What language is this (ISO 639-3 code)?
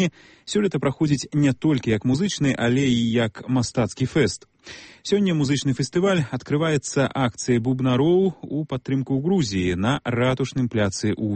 bel